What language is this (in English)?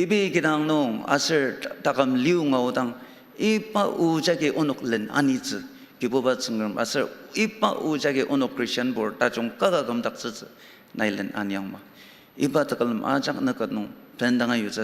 Ao Naga